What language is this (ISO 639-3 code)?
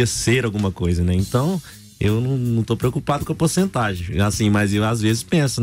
por